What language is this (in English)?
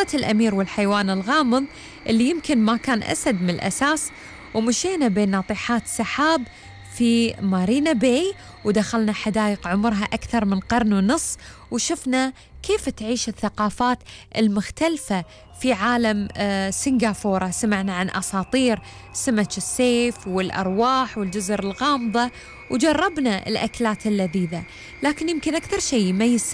Gulf Arabic